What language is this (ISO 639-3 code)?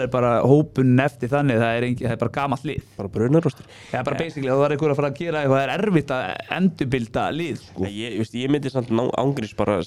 isl